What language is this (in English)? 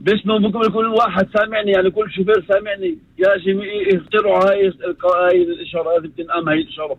North Levantine Arabic